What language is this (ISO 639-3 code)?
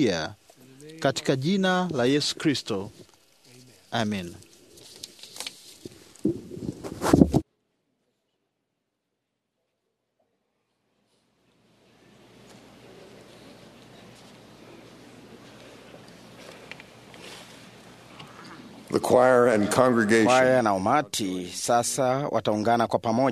swa